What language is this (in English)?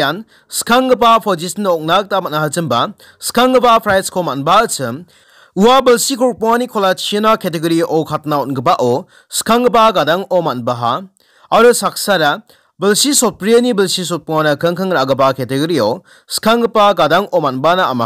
Garo